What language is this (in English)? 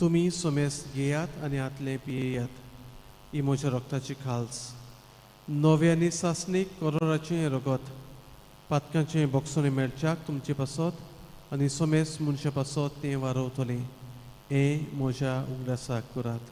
Konkani